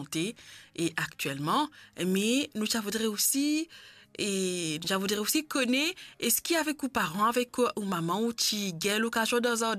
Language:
Morisyen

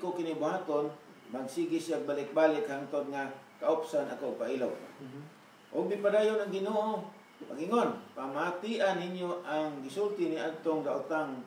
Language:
Cebuano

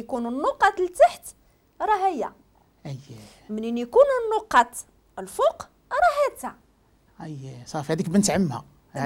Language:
Moroccan Arabic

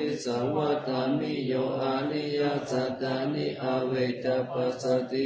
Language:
Pali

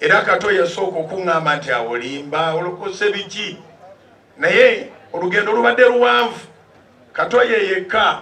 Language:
Ganda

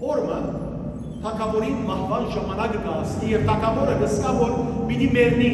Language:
Western Armenian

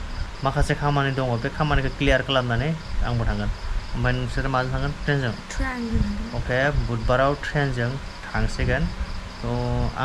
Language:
Bodo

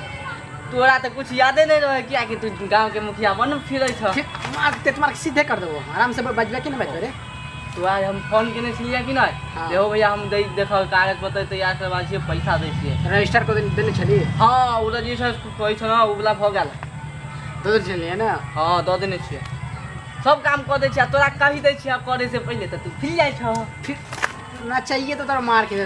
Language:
Maithili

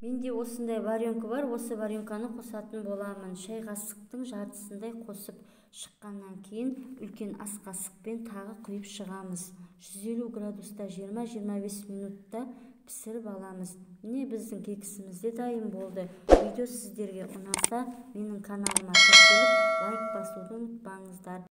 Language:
Kazakh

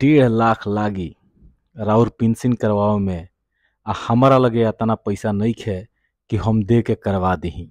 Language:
Bhojpuri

